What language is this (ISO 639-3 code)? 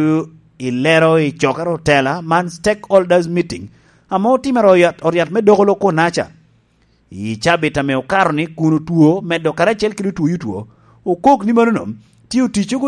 laj